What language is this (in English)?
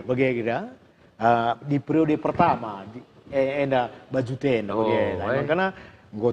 Batak Karo